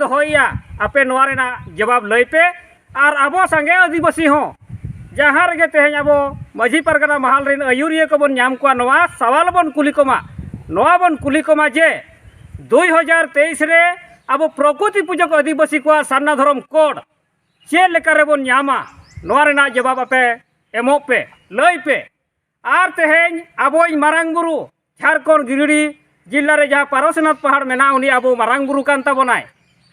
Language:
Santali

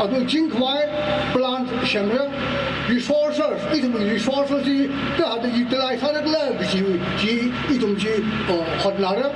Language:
Tangkhul Naga (India)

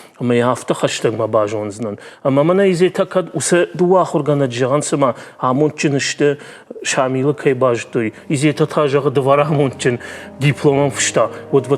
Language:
Ossetic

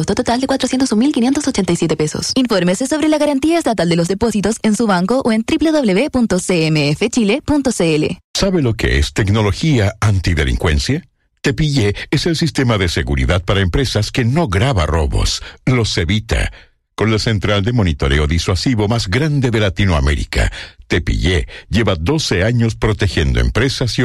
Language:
Spanish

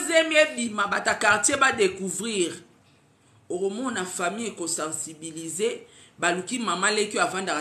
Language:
Lingala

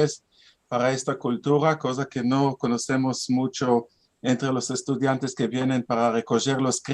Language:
Ladino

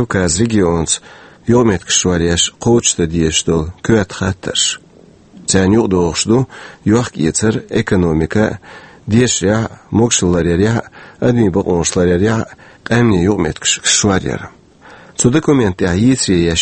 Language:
Chechen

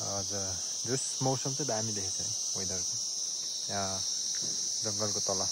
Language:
Nepali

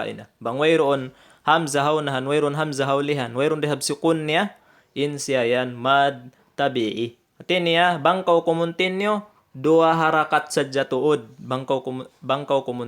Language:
Tausug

